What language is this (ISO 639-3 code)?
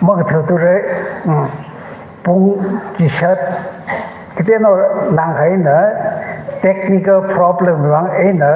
nmf